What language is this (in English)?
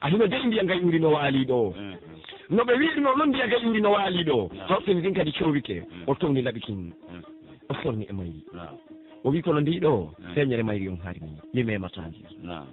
Pular